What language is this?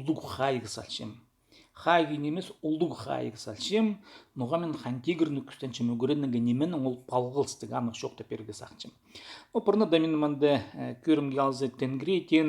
Khakas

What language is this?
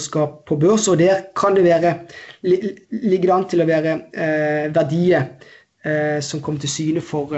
Norwegian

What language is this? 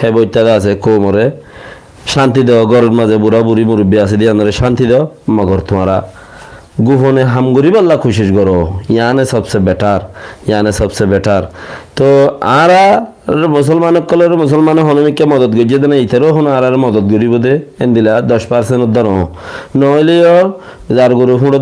Rohingya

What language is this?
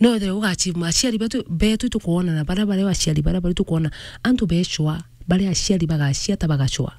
Meru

